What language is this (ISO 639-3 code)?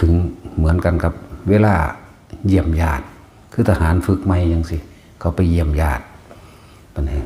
tts